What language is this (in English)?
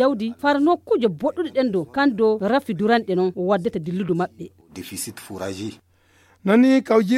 Fula